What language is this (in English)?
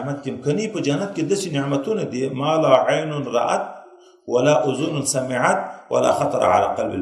Pashto